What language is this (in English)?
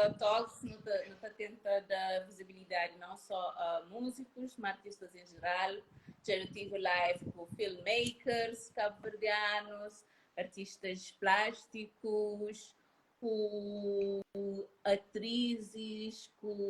Kabuverdianu